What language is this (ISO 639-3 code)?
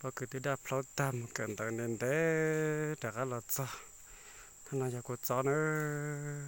hmn